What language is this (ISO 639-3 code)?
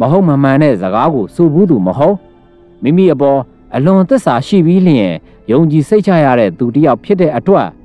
mya